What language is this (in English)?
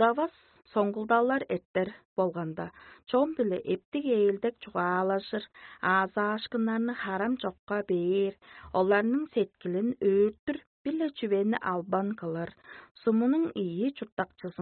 Tuvinian